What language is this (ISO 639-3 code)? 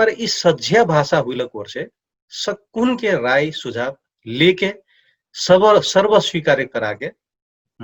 thl